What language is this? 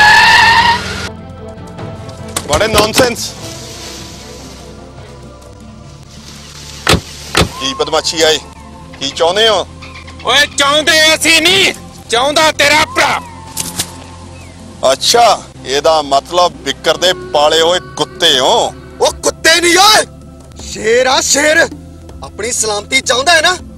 Punjabi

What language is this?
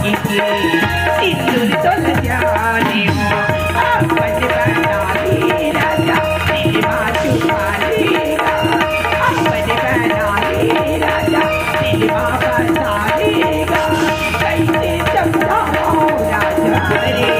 Chhattisgarhi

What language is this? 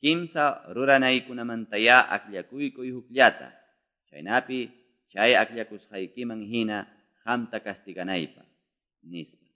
Quechua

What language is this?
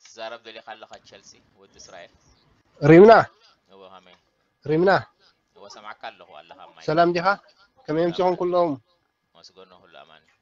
Tigrinya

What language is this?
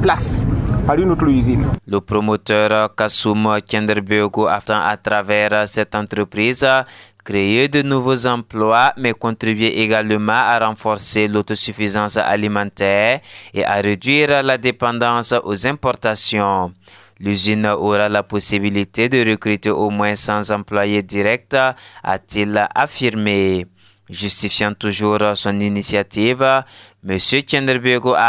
French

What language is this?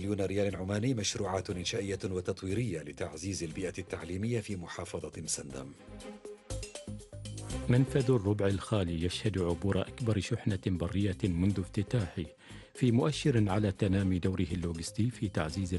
Arabic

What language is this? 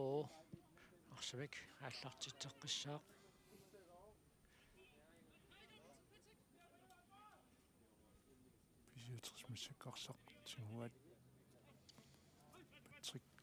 Kalaallisut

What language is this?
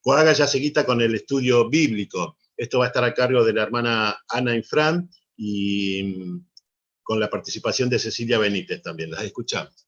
Guarani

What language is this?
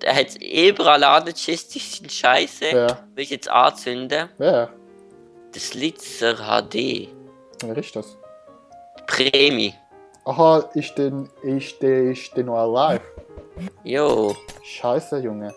Swiss German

